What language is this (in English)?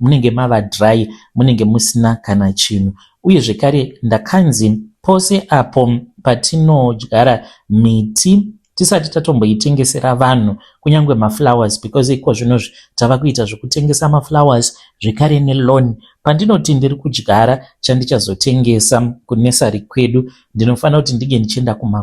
Shona